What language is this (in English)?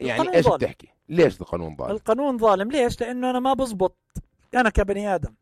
North Levantine Arabic